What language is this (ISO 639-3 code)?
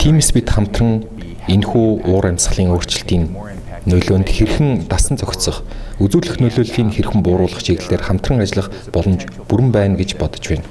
mon